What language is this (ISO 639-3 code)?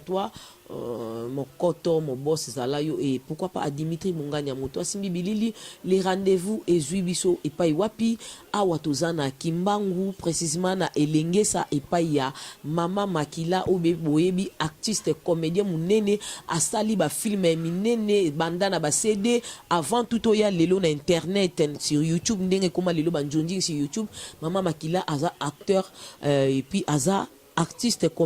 lin